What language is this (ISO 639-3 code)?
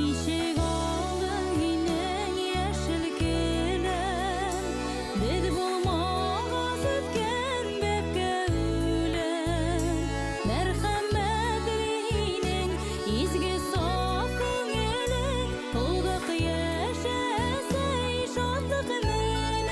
bak